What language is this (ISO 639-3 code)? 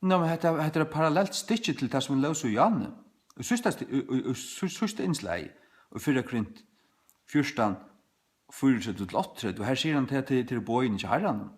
fao